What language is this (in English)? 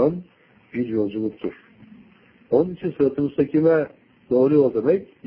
Turkish